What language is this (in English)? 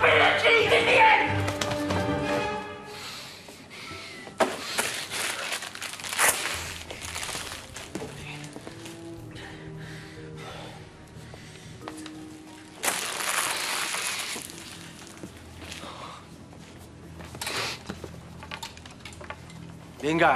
Catalan